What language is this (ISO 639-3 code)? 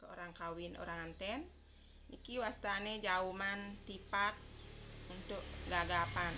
ban